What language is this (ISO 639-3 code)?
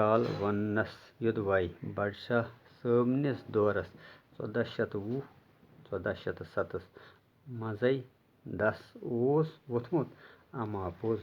kas